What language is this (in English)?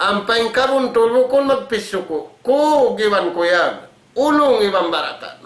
Tausug